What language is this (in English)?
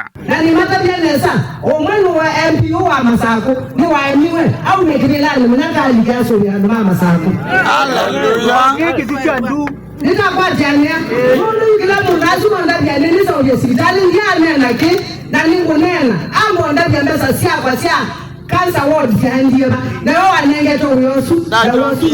Kamba